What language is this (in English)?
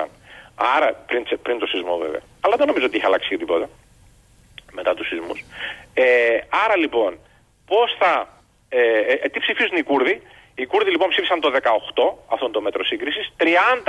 Greek